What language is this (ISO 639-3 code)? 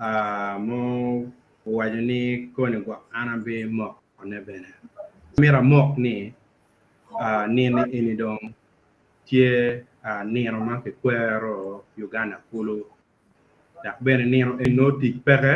ach